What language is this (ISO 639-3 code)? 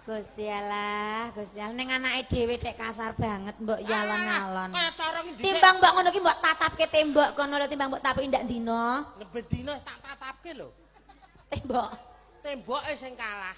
jav